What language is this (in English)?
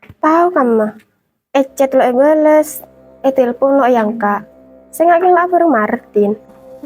Madurese